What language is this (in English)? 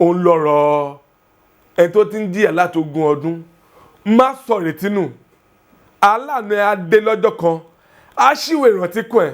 Yoruba